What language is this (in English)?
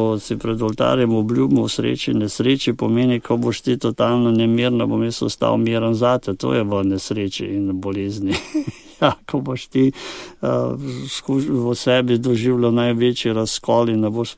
Slovenian